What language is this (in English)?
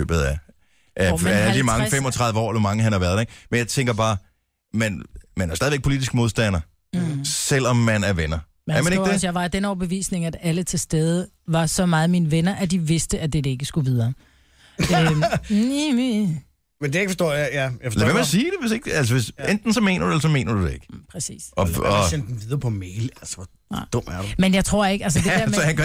Danish